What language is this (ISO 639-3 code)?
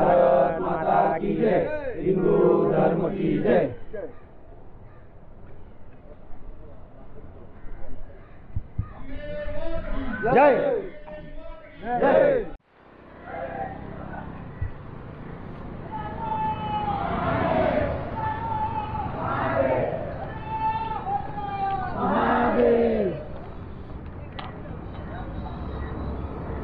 mar